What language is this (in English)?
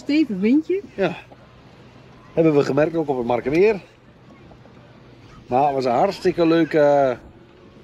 Dutch